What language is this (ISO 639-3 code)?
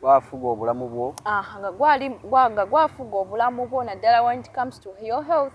lug